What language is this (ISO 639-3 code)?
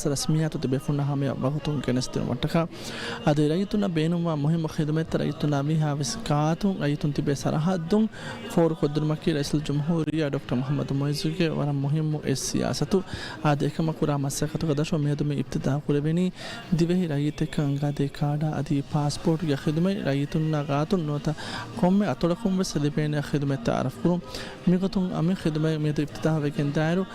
div